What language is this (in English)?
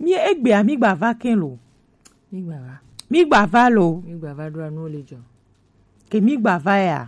Gen